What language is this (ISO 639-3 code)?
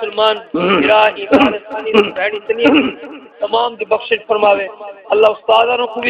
skr